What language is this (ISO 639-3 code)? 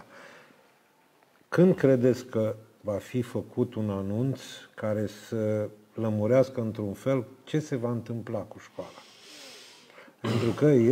ron